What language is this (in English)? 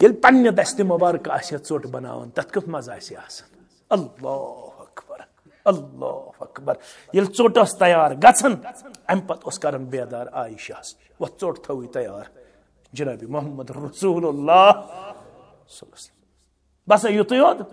Kashmiri